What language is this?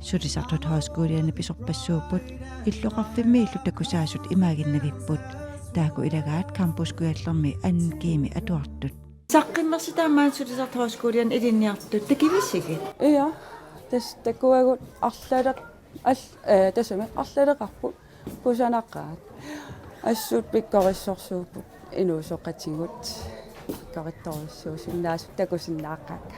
Kalaallisut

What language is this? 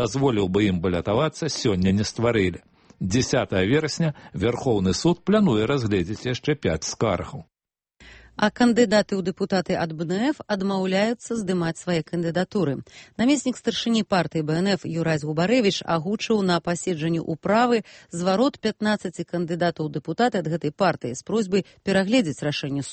Belarusian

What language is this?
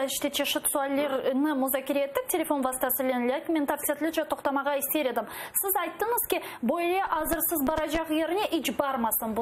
Crimean Tatar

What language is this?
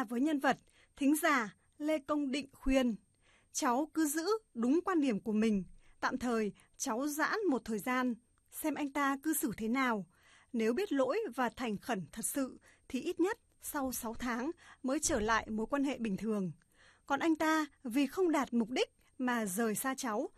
Vietnamese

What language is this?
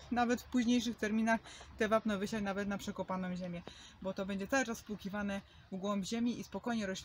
Polish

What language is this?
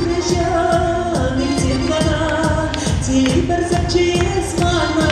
Chuvash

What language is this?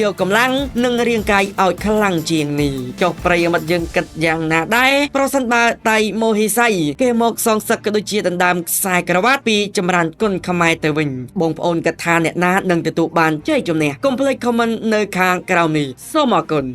Khmer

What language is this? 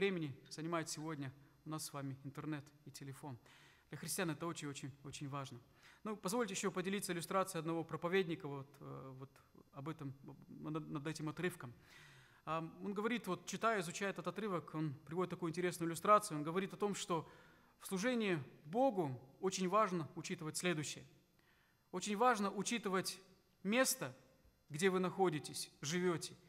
Russian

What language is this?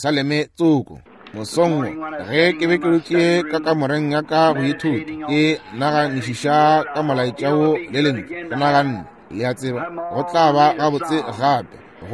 Northern Sotho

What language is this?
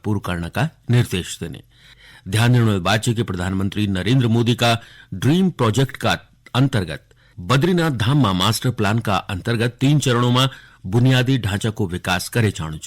Garhwali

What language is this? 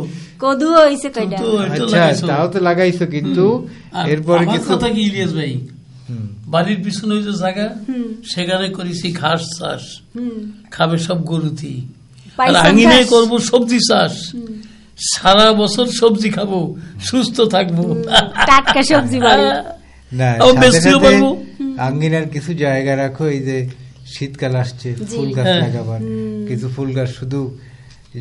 Bangla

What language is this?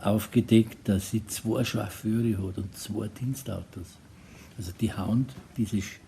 Bavarian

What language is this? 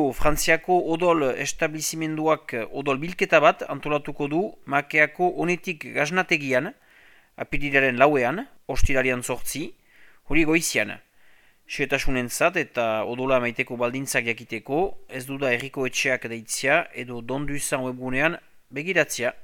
Basque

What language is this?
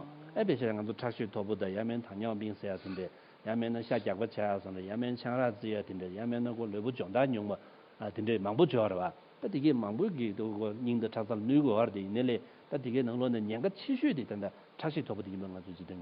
Tibetan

